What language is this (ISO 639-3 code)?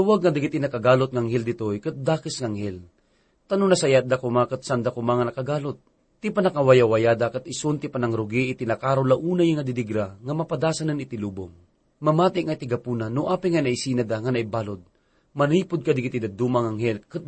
ilo